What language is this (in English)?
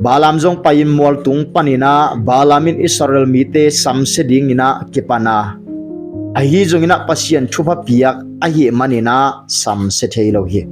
Tedim Chin